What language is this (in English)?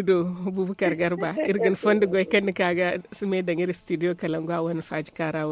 Zarma